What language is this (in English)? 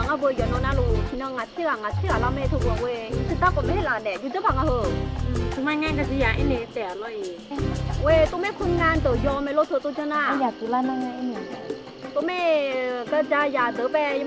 Akha